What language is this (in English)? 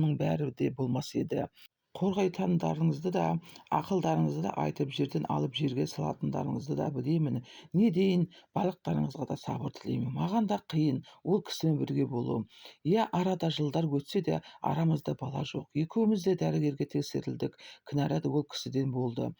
Kazakh